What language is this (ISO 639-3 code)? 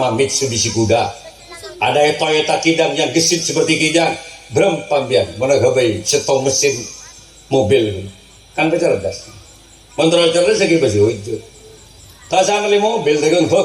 mad